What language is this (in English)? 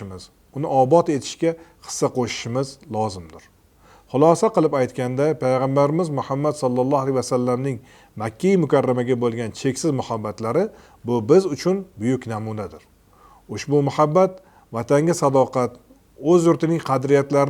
Uzbek